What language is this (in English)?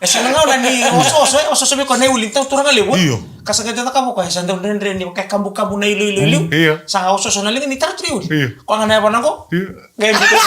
Fijian